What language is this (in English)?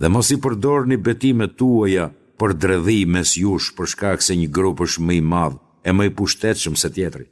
Albanian